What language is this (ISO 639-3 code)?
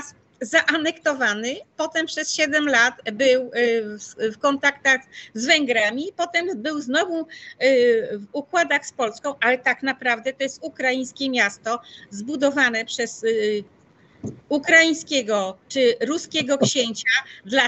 pol